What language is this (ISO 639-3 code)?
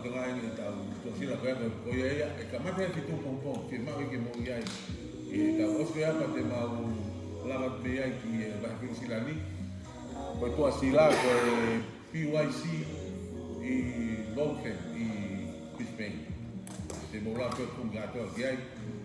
ton